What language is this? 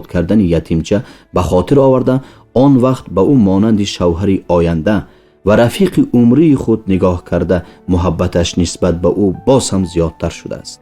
Tajik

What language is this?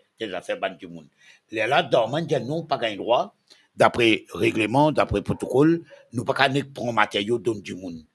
Morisyen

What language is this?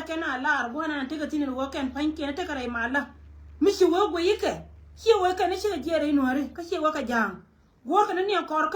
Nuer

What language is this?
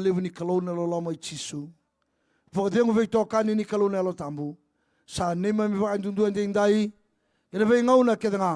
Fijian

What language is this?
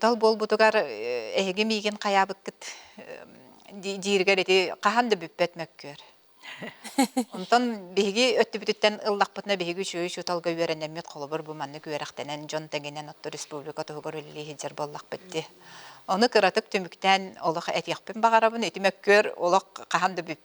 Yakut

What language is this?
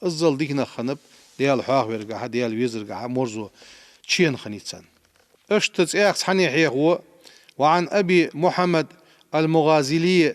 Ingush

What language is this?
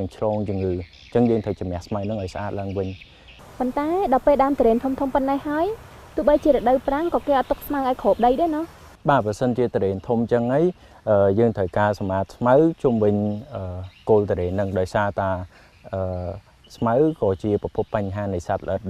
Khmer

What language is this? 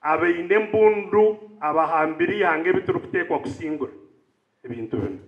Nyankole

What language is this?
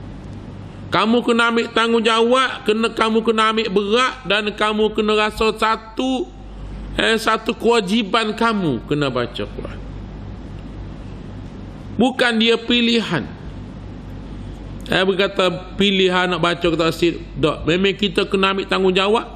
Malay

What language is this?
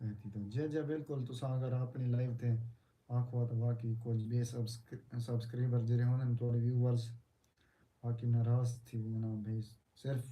Saraiki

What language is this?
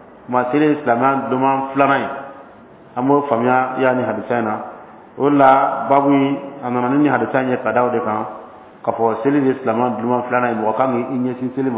Dyula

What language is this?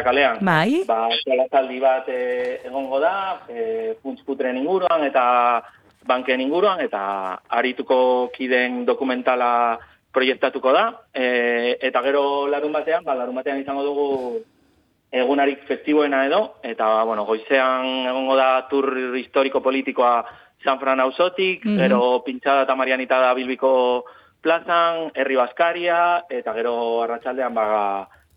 Basque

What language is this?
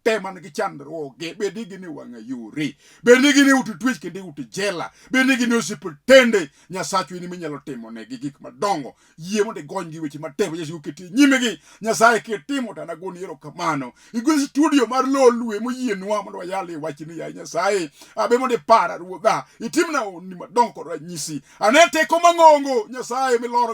Luo (Kenya and Tanzania)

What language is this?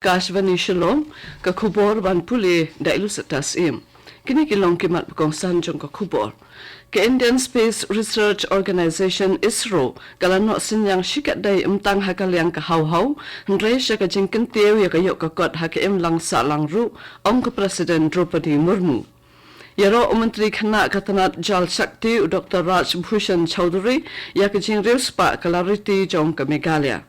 Khasi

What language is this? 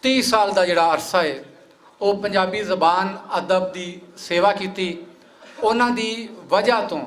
Western Panjabi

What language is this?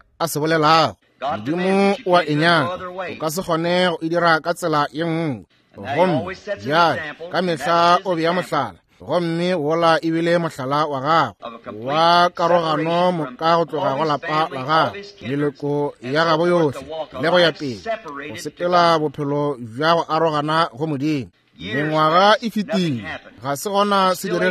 Northern Sotho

